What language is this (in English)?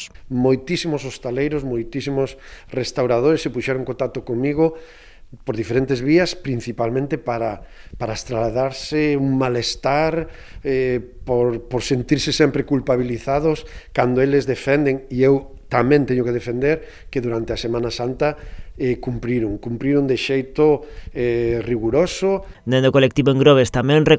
Galician